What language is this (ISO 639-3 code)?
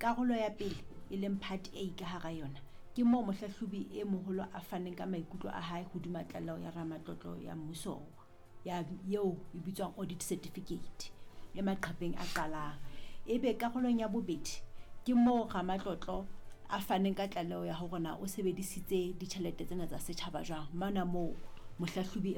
sot